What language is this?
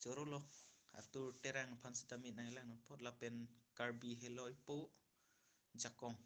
Karbi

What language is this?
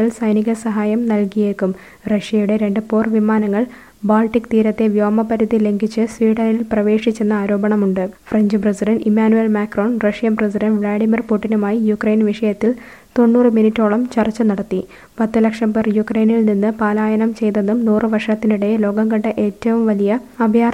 Malayalam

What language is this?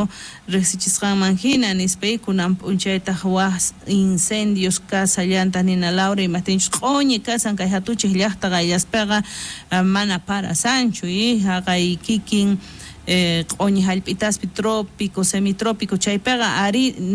South Bolivian Quechua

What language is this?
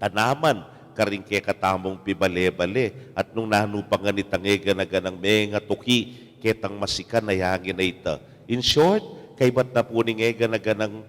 Pampanga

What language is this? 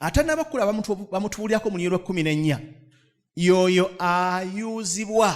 Ganda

